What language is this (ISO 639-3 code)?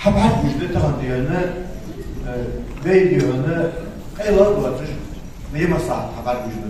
inh